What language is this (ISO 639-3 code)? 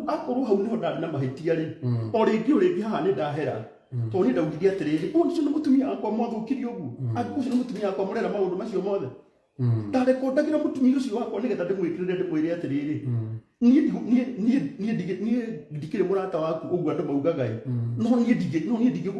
kik